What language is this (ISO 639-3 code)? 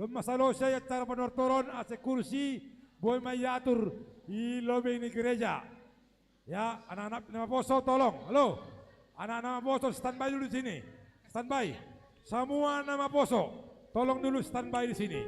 bts